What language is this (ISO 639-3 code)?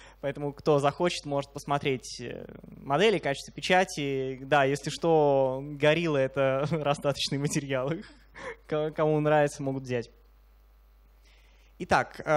rus